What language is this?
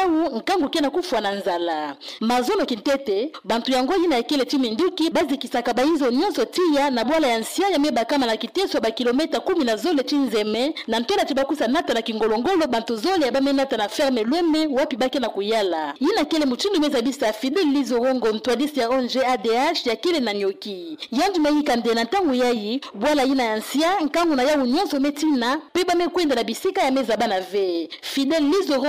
Kituba (Democratic Republic of Congo)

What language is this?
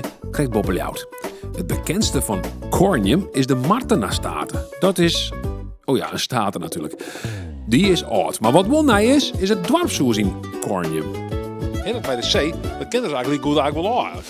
Western Frisian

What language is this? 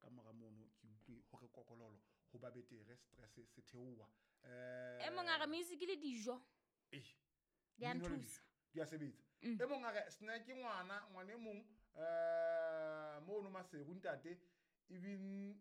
Southern Sotho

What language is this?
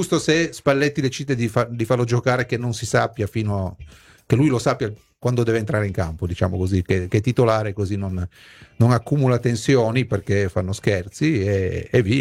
Italian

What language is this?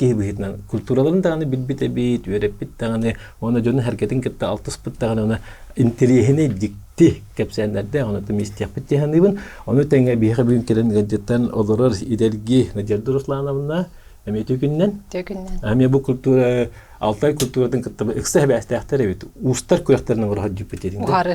Yakut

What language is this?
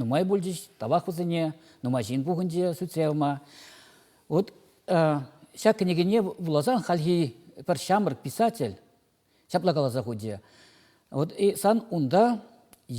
Chuvash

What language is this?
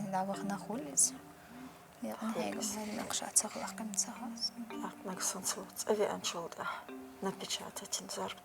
Chechen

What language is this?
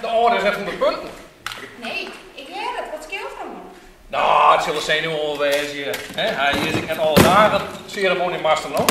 Western Frisian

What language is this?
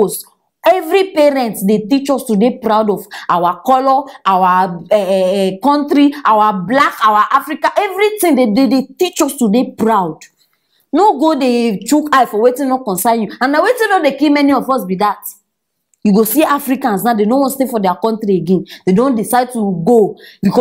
Nigerian Pidgin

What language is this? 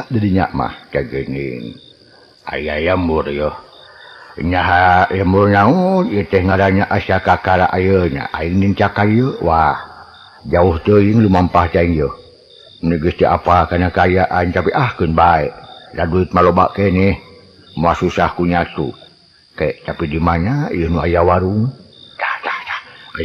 Sundanese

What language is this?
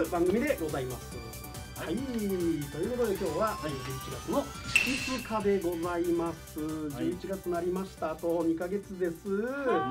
Japanese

